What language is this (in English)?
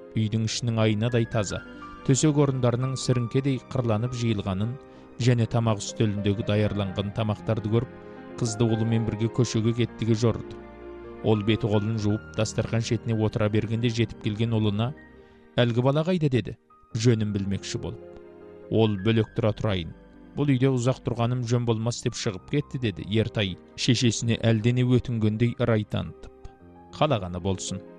Kazakh